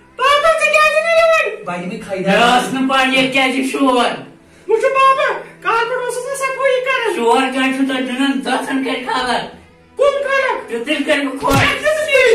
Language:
Kashmiri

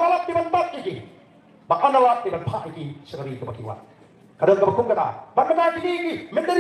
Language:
Khasi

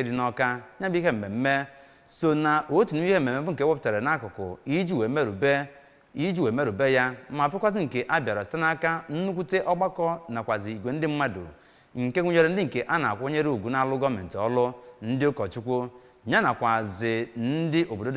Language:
Igbo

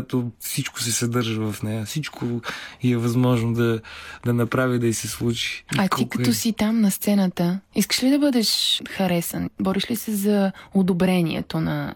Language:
Bulgarian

